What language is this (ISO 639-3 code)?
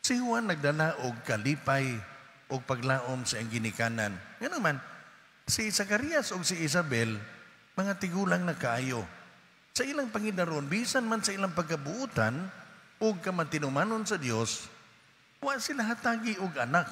ceb